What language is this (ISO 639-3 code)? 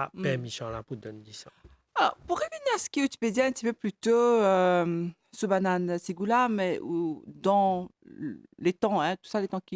mfe